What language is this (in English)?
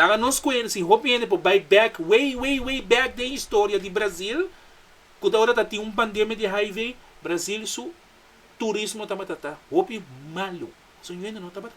Papiamento